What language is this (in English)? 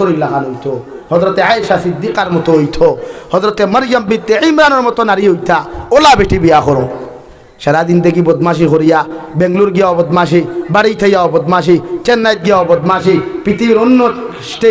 Sylheti